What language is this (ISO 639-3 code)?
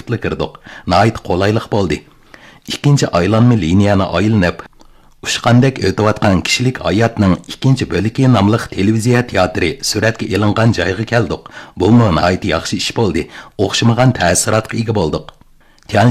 uig